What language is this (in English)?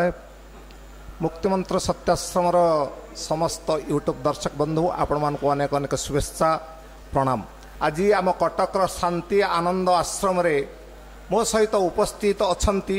Odia